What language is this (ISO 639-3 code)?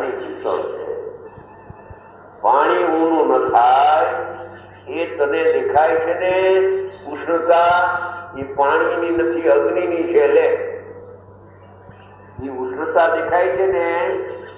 guj